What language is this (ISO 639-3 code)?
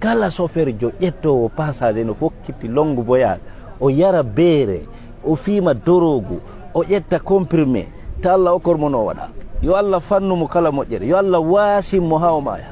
ful